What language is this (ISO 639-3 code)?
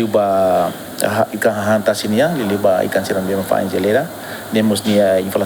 tet